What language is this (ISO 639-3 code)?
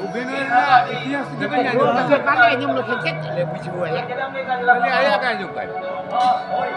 sat